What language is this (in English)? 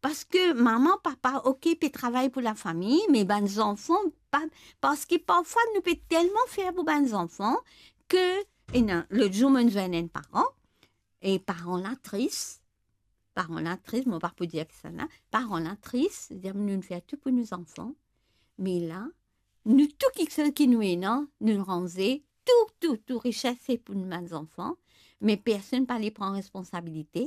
Morisyen